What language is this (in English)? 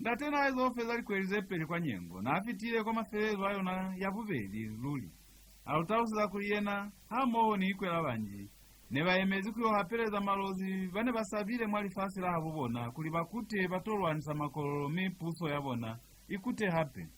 Lozi